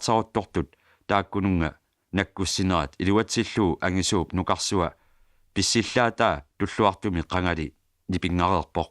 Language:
Kalaallisut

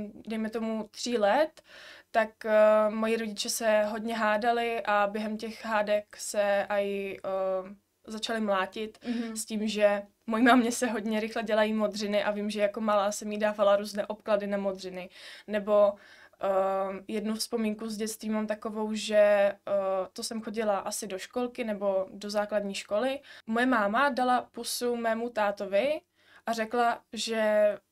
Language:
Czech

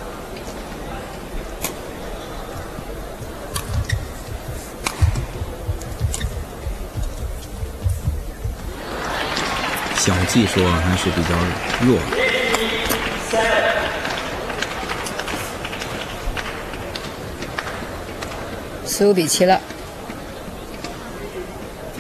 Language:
Chinese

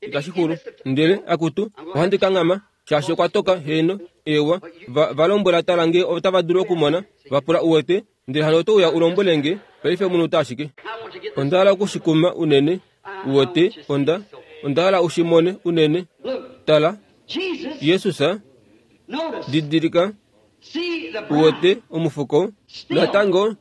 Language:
Kuanyama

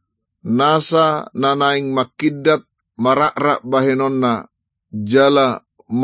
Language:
Batak Toba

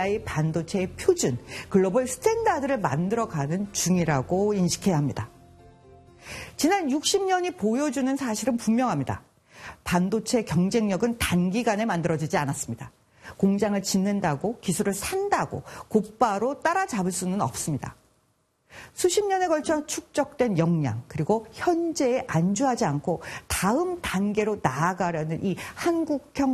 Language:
Korean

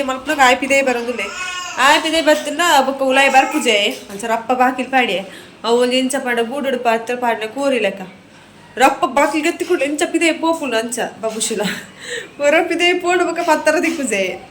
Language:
Tulu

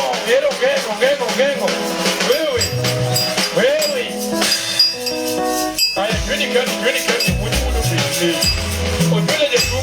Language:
Luo (Kenya and Tanzania)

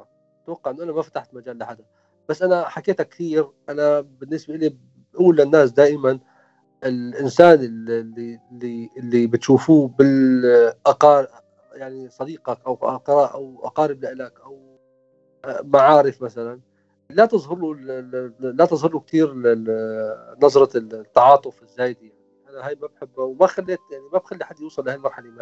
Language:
North Levantine Arabic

